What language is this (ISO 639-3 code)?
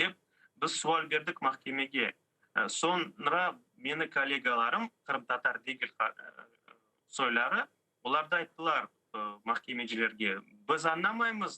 crh